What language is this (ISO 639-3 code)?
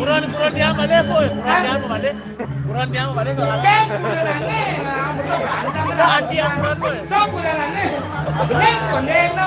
ban